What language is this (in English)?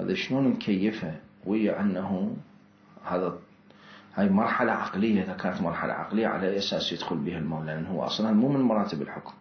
Mesopotamian Arabic